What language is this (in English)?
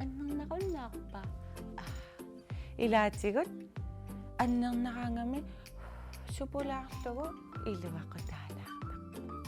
Kalaallisut